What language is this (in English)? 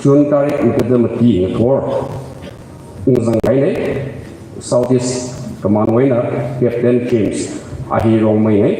Tangkhul Naga (India)